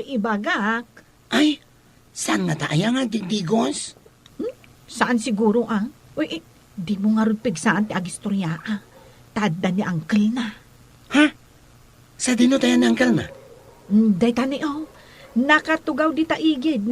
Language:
Iloko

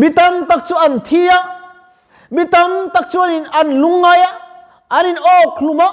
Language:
Mizo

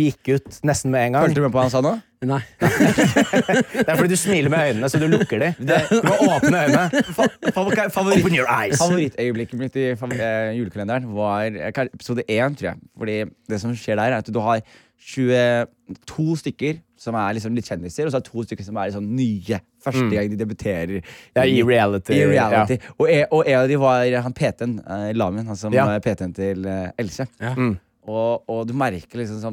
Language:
Norwegian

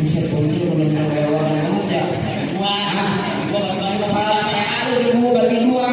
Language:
Betawi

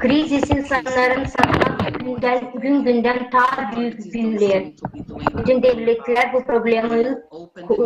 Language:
Gagauz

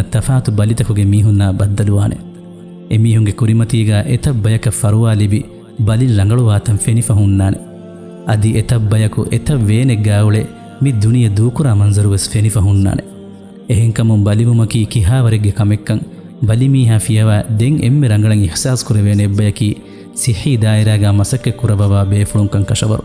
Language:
Divehi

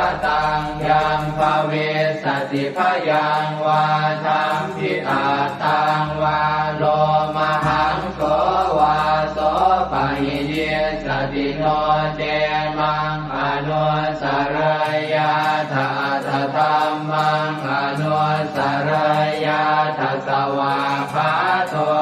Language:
Pali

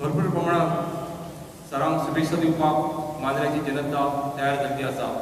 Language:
Konkani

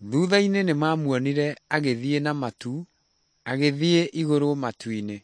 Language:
Kikuyu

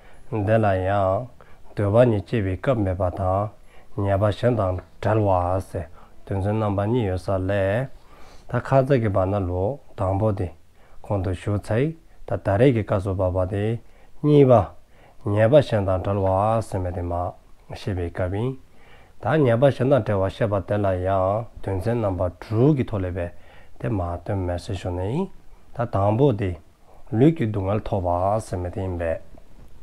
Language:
Dzongkha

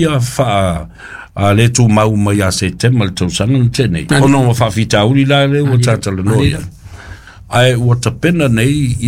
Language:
Samoan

